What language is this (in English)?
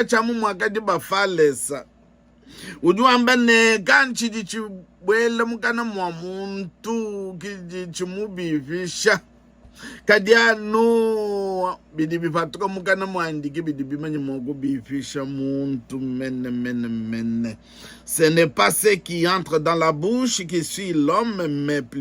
Luba-Lulua